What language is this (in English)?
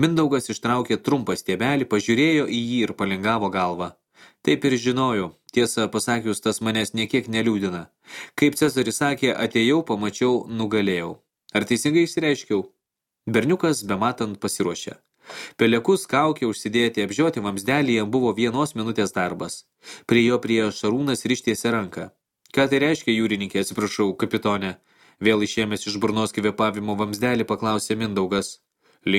Lithuanian